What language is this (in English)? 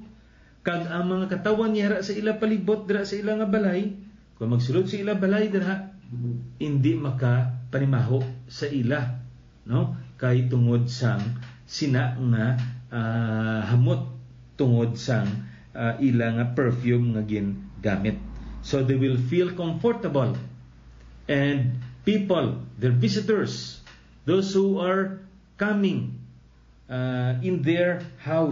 Hiligaynon